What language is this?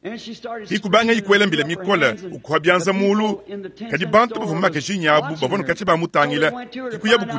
Luba-Lulua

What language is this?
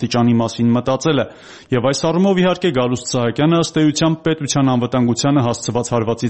Armenian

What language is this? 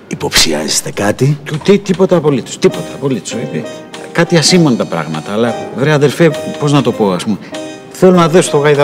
Greek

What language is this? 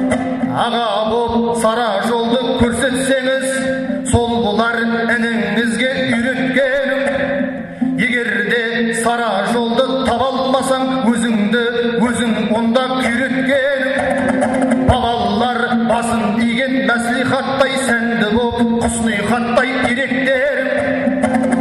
Kazakh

